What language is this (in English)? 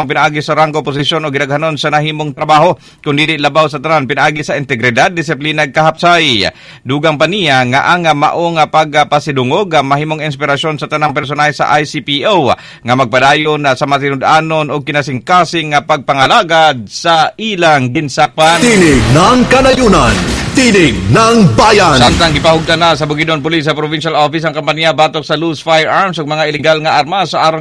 Cebuano